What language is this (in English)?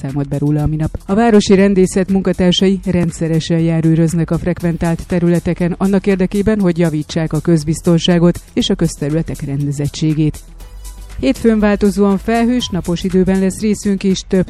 Hungarian